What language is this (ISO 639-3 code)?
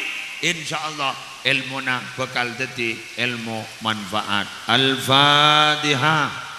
mad